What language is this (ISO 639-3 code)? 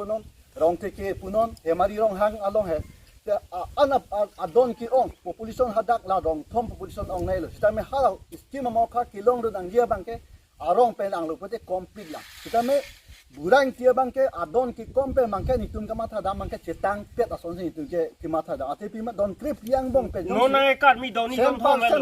mjw